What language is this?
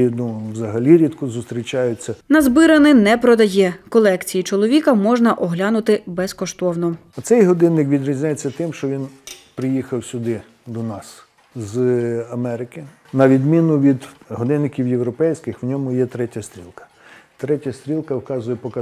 Ukrainian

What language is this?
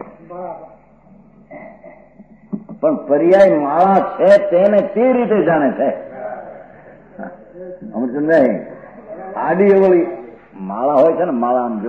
Gujarati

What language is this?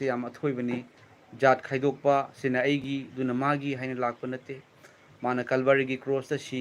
Manipuri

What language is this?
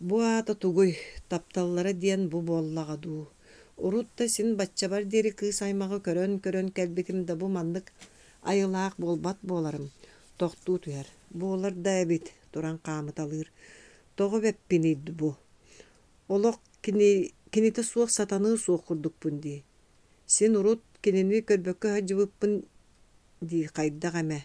Yakut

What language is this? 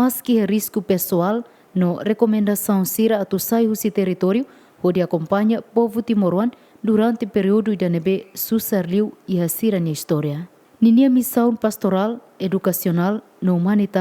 Tetum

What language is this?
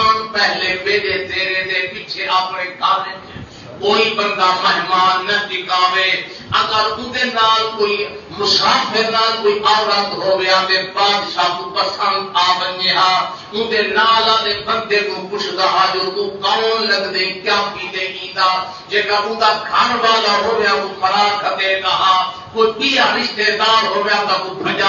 Saraiki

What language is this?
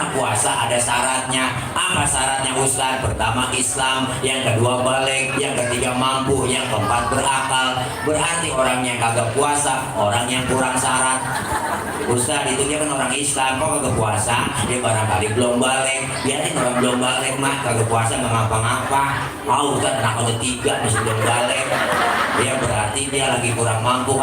Betawi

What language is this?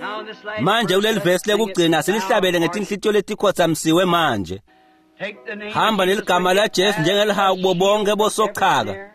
Swati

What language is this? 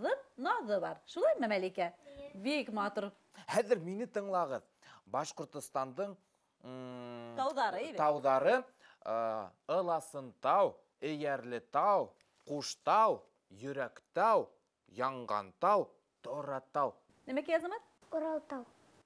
Bashkir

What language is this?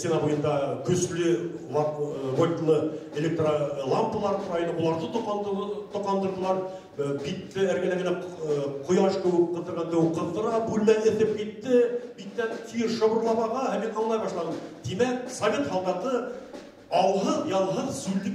Bashkir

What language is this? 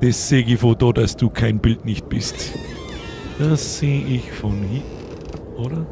Bavarian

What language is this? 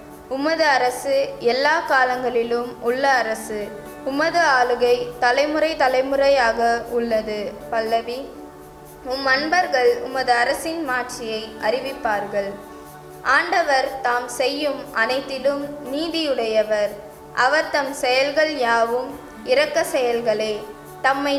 Tamil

